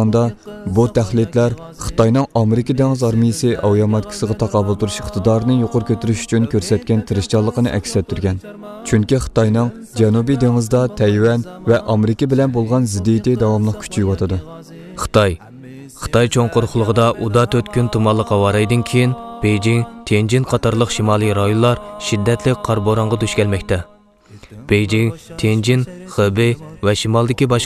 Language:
Uyghur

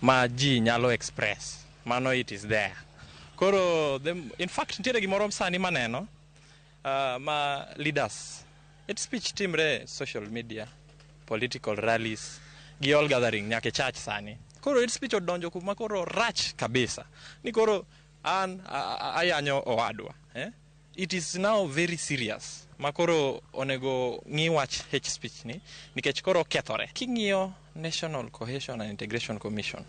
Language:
Luo (Kenya and Tanzania)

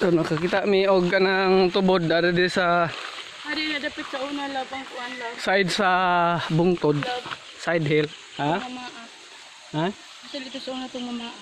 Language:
Cebuano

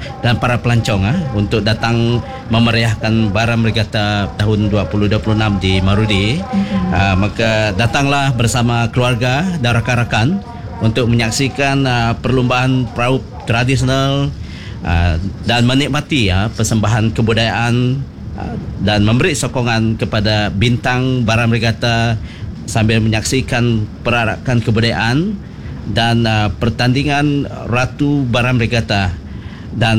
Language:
Malay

